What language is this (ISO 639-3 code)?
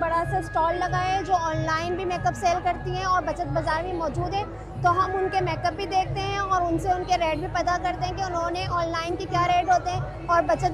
hin